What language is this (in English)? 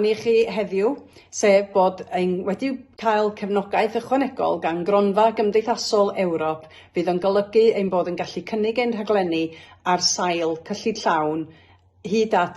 Welsh